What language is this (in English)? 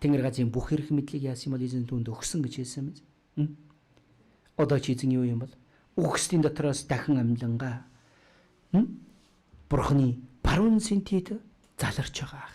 Mongolian